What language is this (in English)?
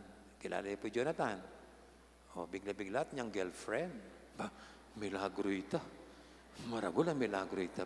Pampanga